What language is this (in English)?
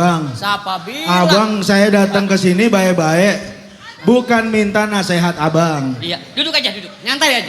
Betawi